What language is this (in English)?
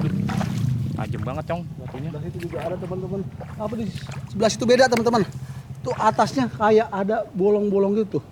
Betawi